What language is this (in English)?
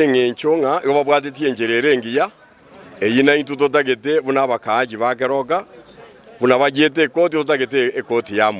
Gusii